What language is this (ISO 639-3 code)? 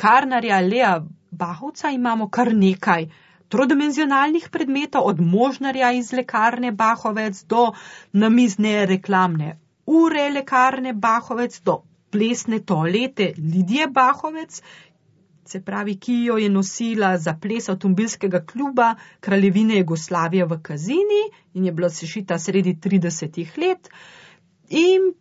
slv